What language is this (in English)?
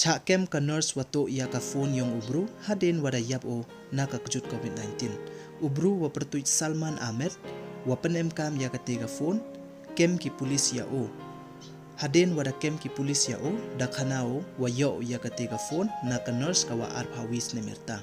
Pnar